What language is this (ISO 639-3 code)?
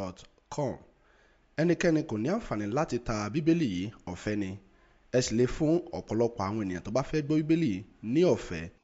yor